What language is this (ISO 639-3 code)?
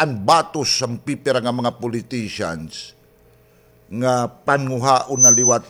war